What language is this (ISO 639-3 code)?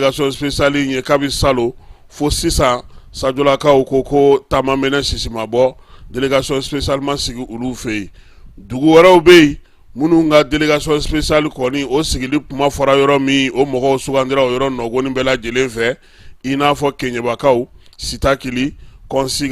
bam